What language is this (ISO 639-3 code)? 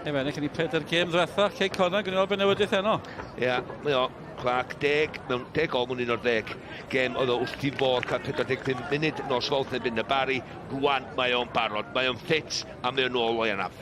cym